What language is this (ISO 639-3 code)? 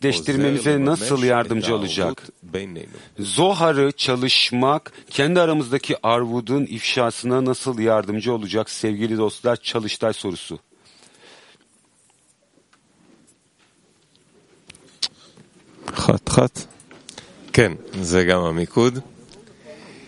heb